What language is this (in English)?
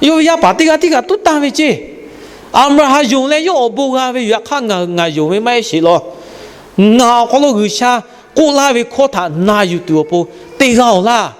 Lahu